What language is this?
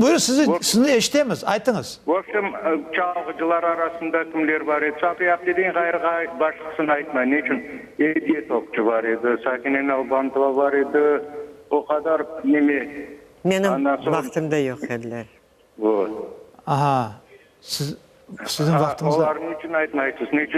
Crimean Tatar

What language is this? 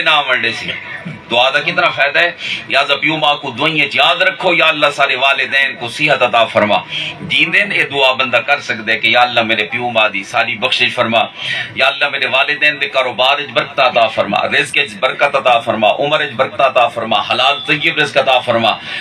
Saraiki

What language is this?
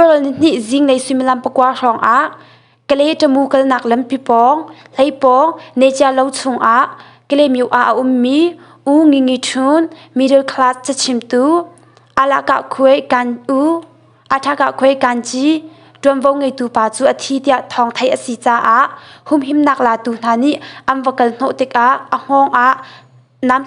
Hakha Chin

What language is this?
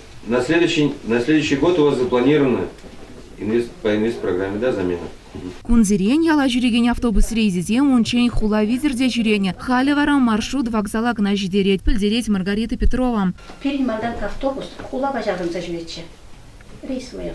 Chuvash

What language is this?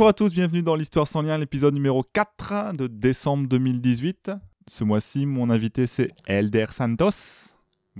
French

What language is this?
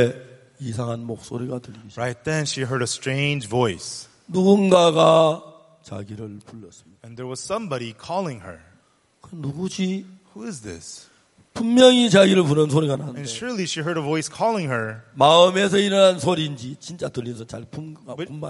Korean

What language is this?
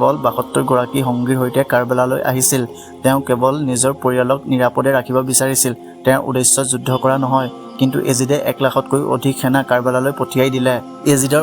Assamese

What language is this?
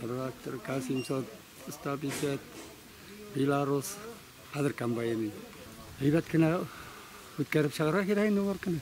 Tatar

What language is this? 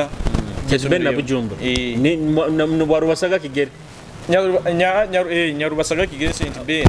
Nyoro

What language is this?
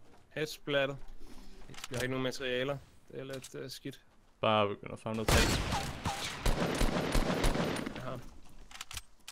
Danish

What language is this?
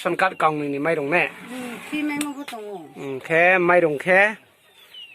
Riang (India)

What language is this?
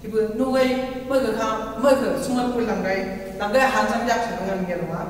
Chang Naga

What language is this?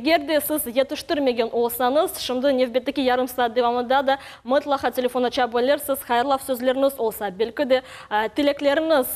Crimean Tatar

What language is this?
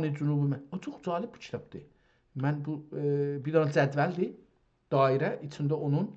South Azerbaijani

